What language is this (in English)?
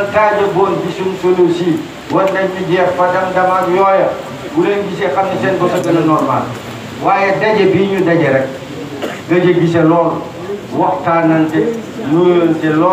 Wolof